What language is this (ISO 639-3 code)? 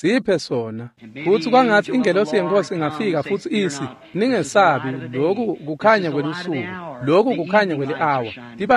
ssw